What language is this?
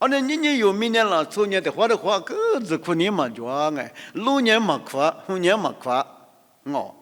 Lisu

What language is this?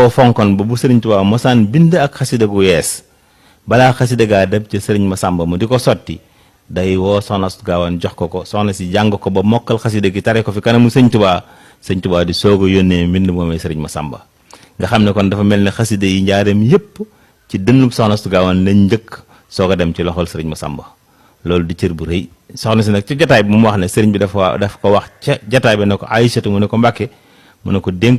Wolof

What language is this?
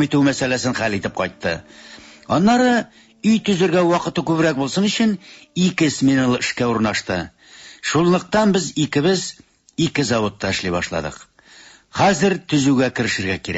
Tatar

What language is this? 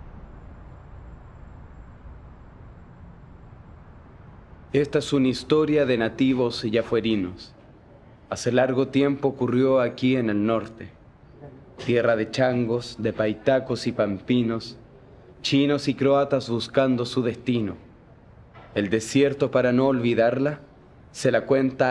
Spanish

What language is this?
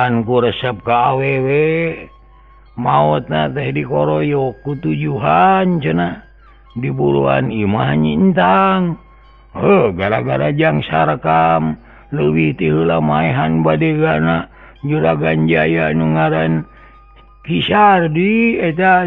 Sundanese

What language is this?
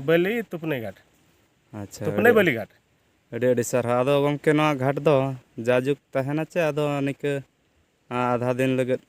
Santali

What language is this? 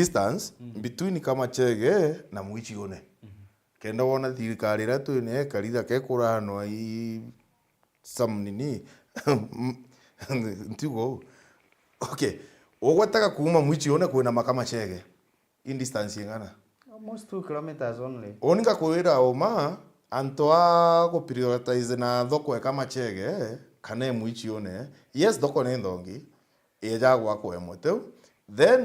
Meru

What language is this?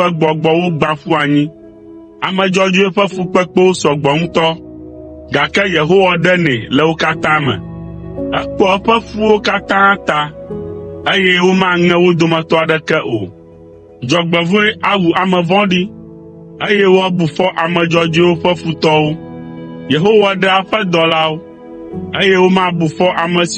Ewe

